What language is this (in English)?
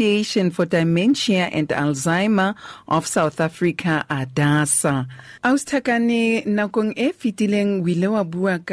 Southern Sotho